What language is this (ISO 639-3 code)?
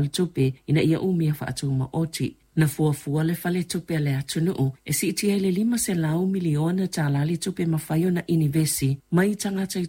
smo